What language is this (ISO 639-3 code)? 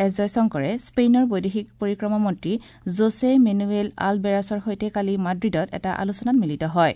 asm